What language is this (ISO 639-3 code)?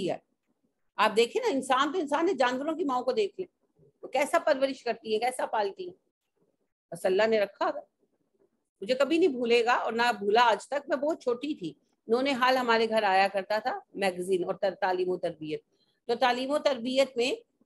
urd